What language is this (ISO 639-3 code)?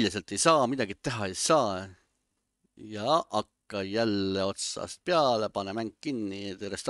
est